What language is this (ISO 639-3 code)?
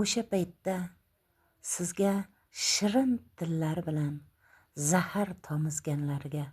uzb